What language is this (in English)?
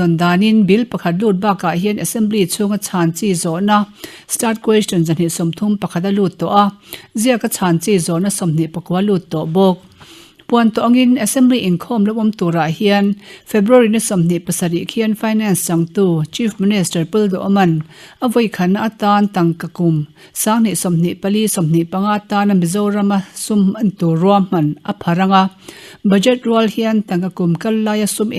Mizo